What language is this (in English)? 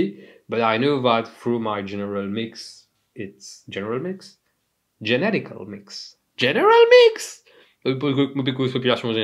Morisyen